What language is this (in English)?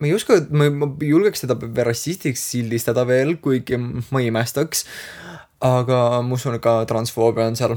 Estonian